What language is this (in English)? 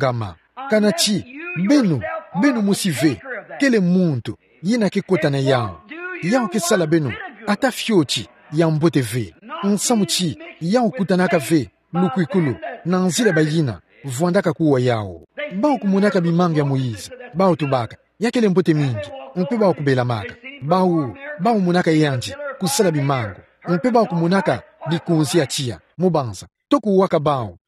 Kituba (Democratic Republic of Congo)